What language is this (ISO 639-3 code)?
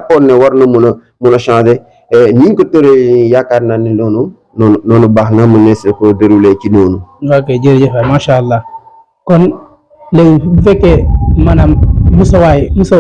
wol